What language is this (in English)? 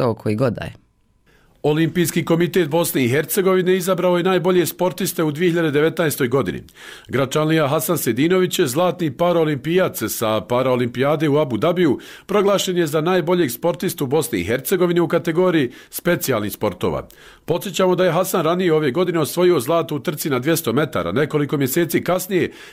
Bosnian